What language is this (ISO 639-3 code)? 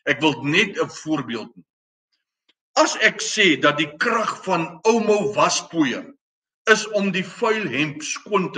afr